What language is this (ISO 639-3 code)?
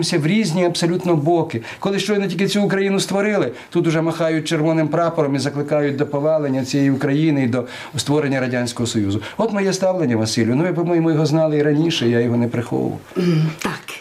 ukr